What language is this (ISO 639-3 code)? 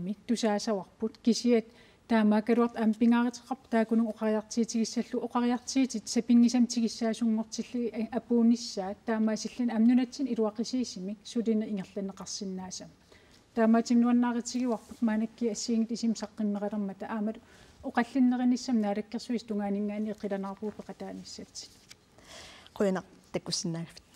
kal